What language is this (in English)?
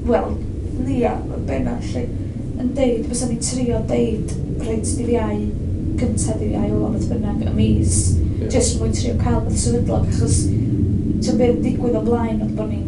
Welsh